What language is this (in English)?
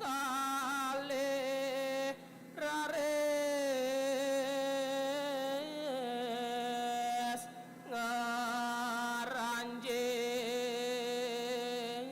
Balinese